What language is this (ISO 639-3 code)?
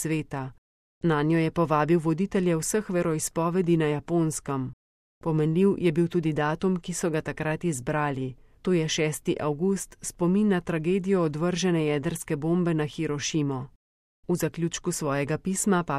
slv